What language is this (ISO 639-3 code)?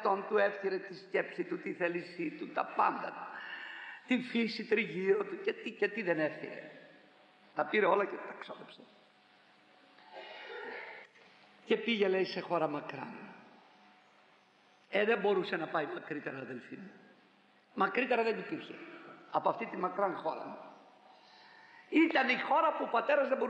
ell